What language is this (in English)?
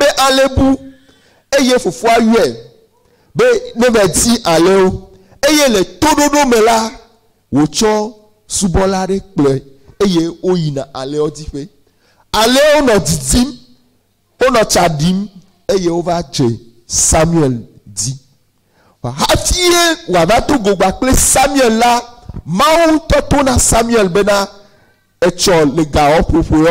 Ewe